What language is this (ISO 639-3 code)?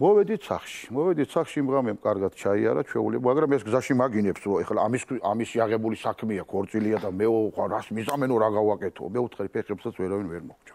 kat